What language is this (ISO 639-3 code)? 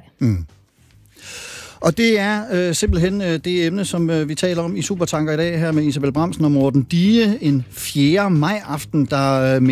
dan